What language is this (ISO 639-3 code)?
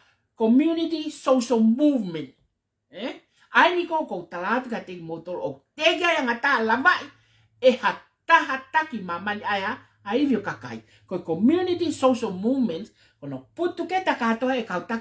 ton